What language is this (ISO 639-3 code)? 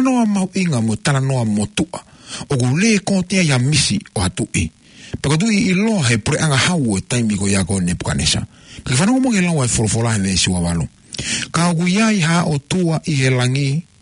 ton